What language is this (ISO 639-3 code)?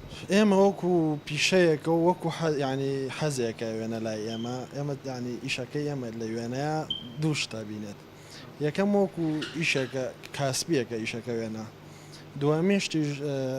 ckb